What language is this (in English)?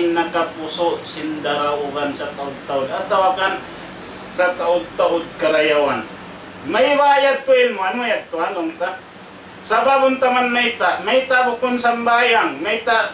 Tausug